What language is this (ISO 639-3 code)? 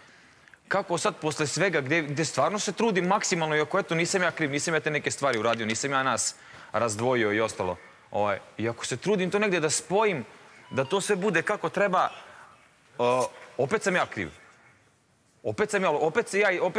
srp